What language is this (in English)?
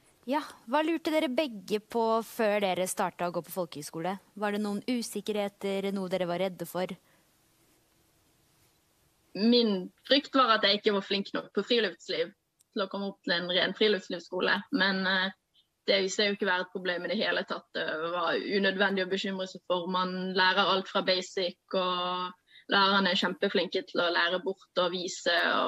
Norwegian